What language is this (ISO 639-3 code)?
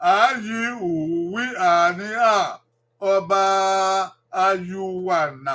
bin